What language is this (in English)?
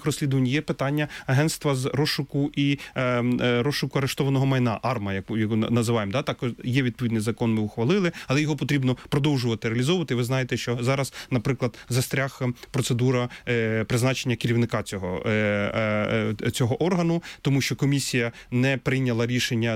Ukrainian